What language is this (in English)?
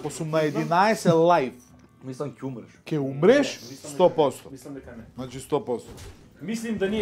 Macedonian